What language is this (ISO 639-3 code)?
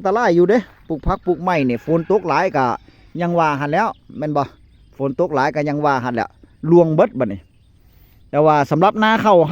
tts